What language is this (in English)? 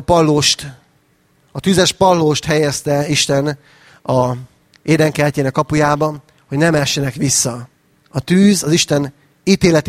Hungarian